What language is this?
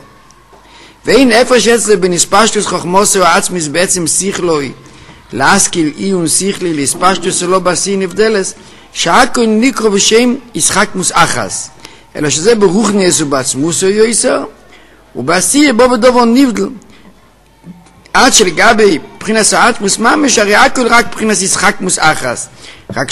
Hebrew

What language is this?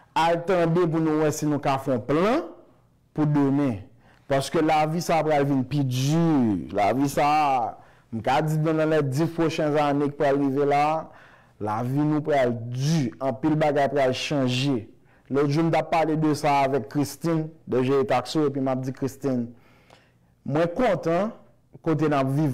Haitian Creole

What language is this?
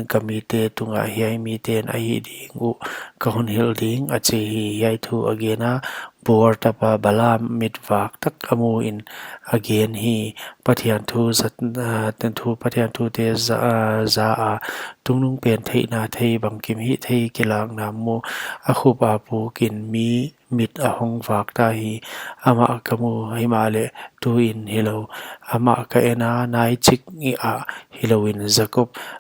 Paite Chin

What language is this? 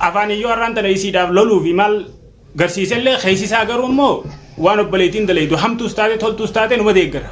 Oromo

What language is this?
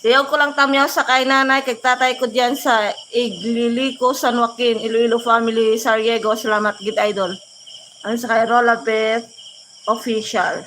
Hiligaynon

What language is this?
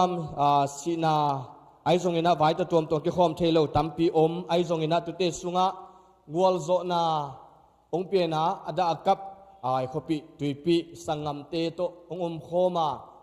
Tedim Chin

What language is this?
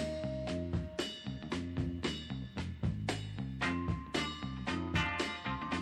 Greek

